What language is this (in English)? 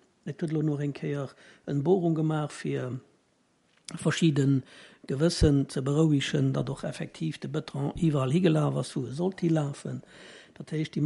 Luxembourgish